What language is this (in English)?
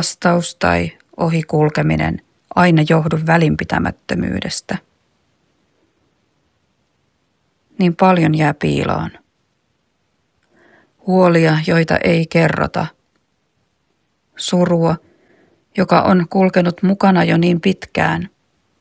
Finnish